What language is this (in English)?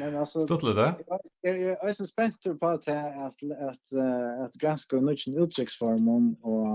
Faroese